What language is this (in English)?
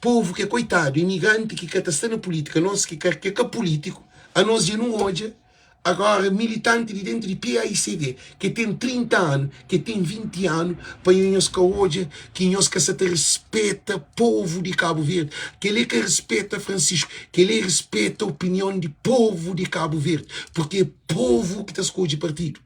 Kabuverdianu